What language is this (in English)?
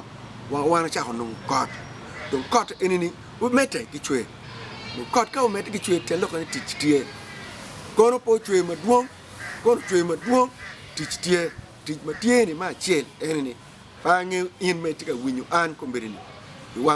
Acoli